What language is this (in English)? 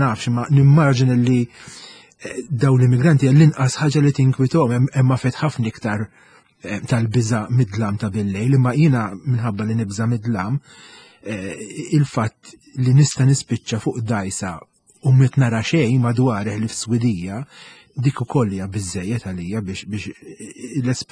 Maltese